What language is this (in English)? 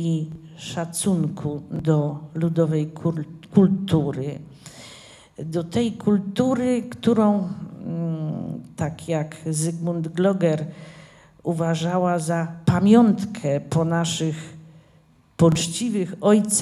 Polish